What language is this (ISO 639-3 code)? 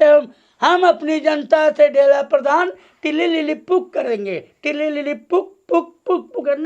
bho